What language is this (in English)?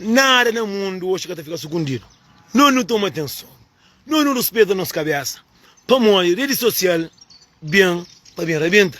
Kabuverdianu